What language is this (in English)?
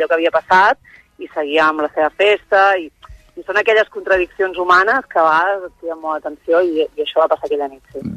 Catalan